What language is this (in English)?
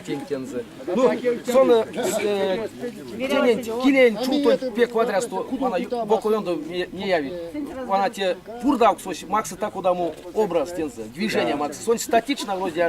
Erzya